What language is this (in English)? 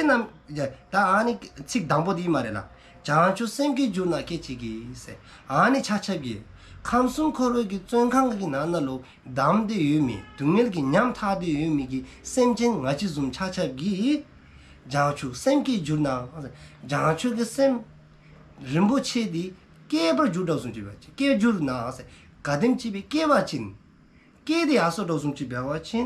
Dzongkha